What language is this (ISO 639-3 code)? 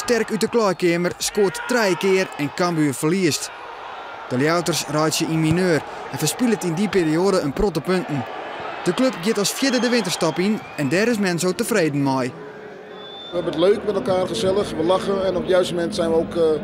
fry